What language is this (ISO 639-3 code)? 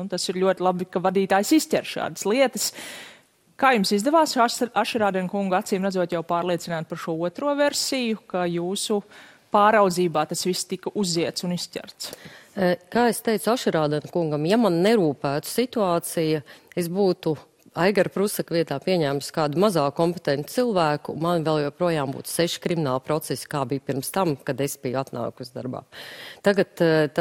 lav